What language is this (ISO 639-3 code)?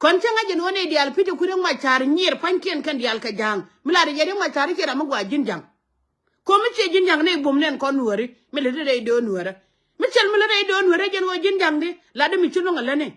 nus